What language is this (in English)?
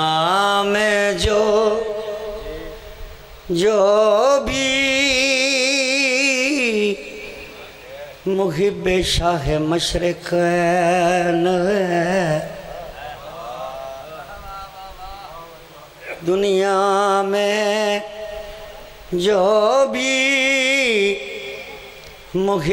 Urdu